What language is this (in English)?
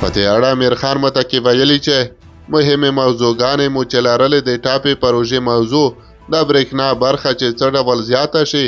Pashto